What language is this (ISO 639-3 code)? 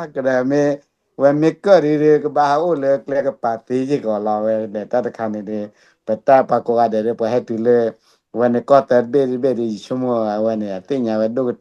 ksw